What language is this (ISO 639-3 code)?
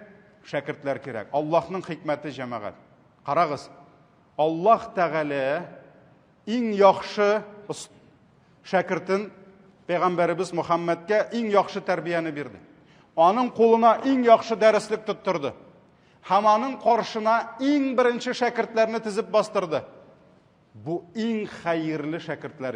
tat